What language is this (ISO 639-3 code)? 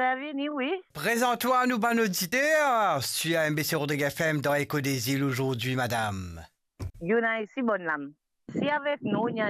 mfe